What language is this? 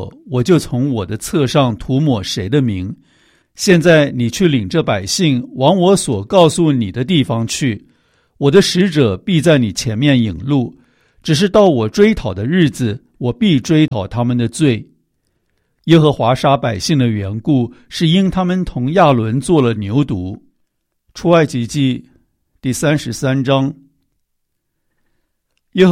Chinese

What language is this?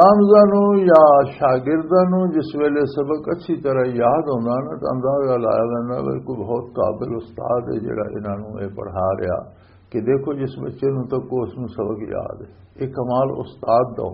Western Panjabi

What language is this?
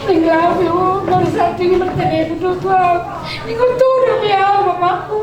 Batak Toba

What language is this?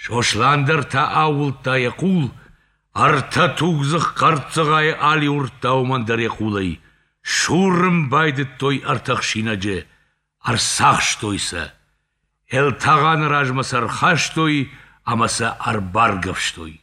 Ossetic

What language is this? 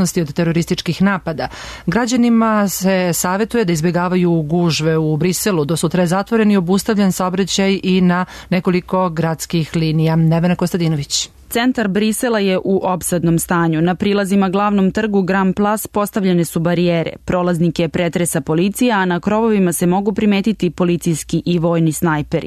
Serbian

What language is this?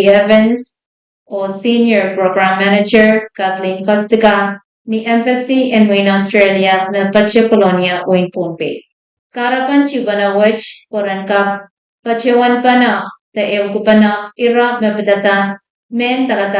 Pohnpeian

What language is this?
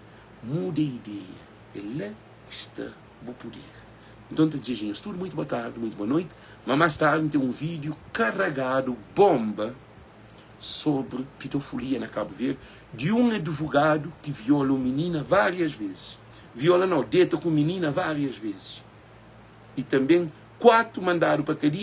Kabuverdianu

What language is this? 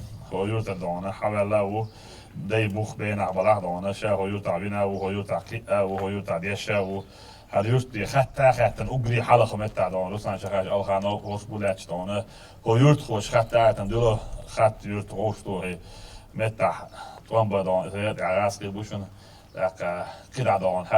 Chechen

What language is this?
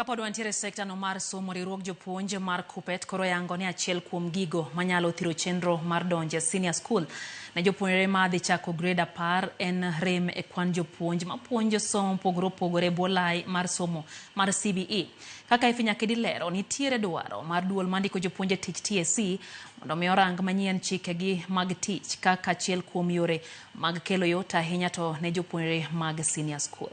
Luo (Kenya and Tanzania)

